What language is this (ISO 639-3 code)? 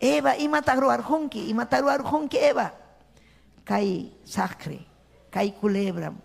quy